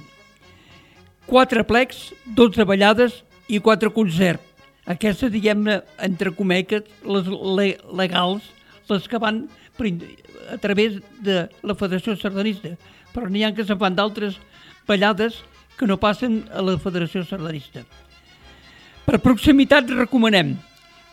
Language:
Catalan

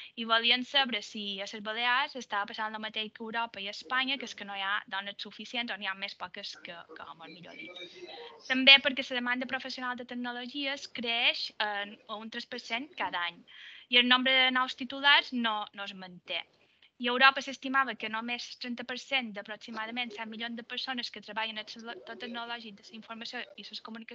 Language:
Catalan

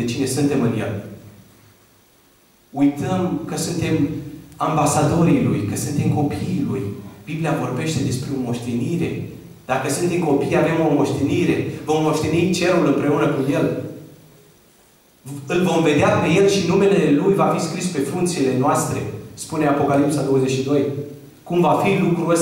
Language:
Romanian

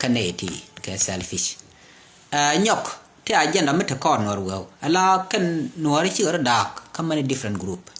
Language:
Nuer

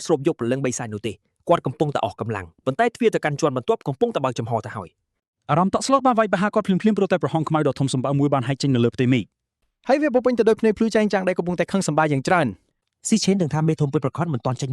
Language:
Khmer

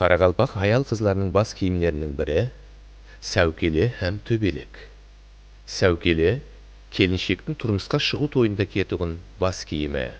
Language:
Kara-Kalpak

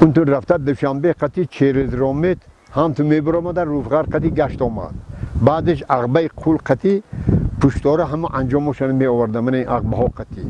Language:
Tajik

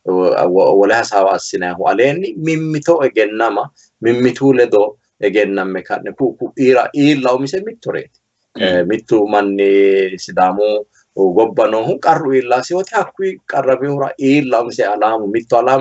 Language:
Sidamo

